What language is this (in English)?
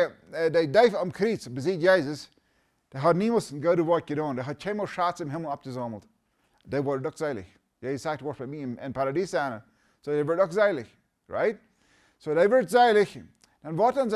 Plautdietsch